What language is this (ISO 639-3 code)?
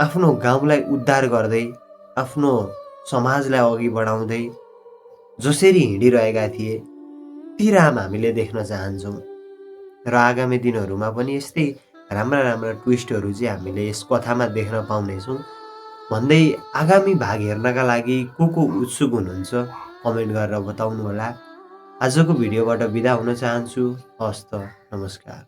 nep